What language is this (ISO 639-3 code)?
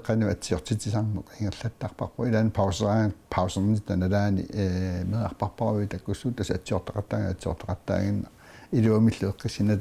kal